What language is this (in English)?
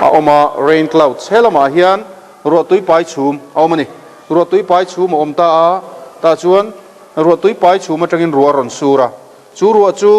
Mizo